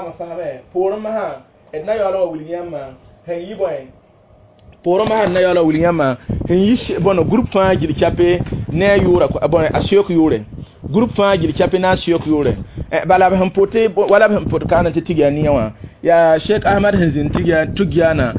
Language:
Mossi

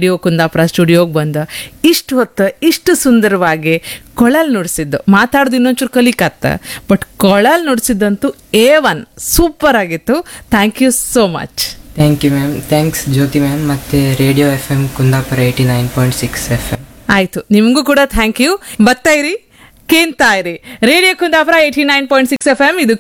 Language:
Kannada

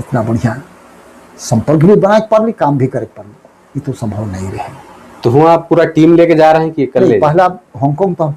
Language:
Sadri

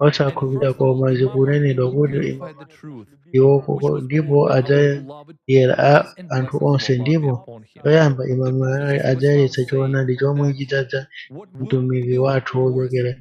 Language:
Nyanja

